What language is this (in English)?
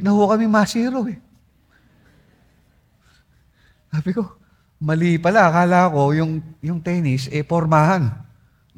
Filipino